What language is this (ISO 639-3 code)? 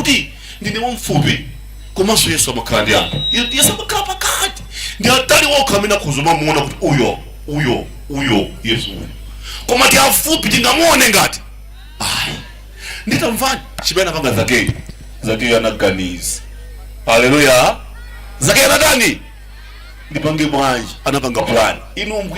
nya